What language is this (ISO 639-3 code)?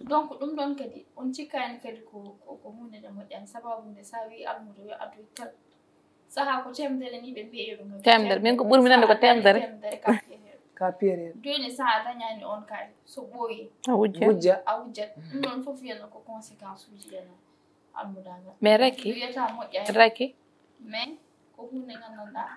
ful